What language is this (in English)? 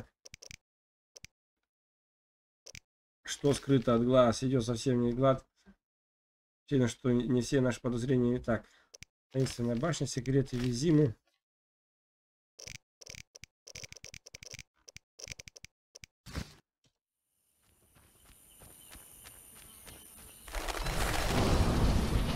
Russian